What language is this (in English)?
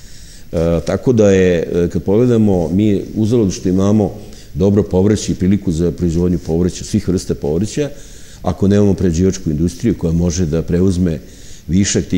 Serbian